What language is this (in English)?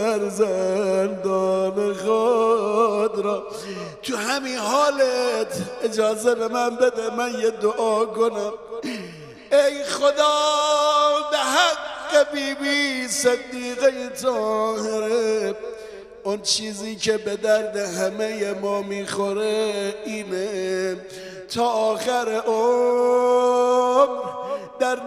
Persian